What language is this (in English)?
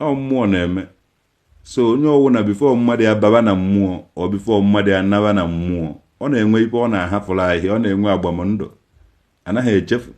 Igbo